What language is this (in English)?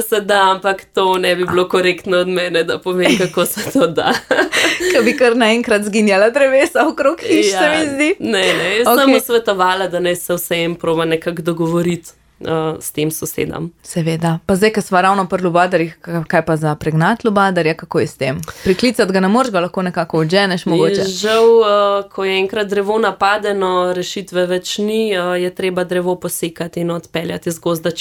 Slovenian